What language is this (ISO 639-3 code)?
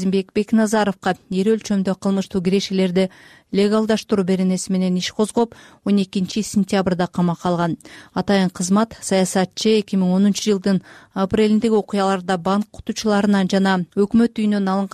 kir